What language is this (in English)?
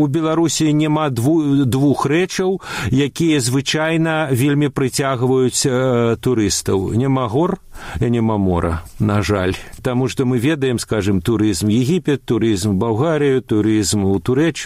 Belarusian